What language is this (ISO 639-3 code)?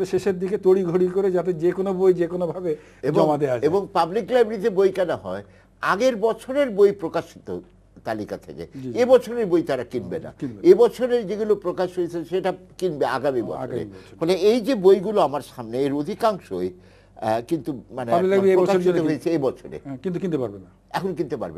ben